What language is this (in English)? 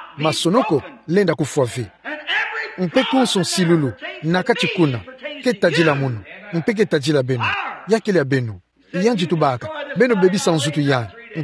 Kituba (Democratic Republic of Congo)